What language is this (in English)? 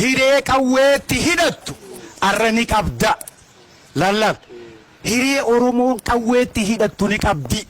Oromo